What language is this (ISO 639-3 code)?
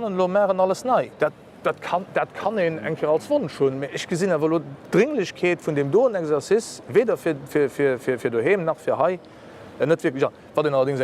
ltz